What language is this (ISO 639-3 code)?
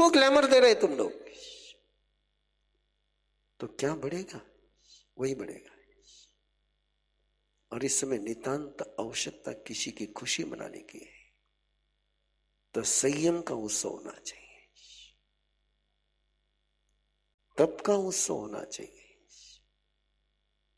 hin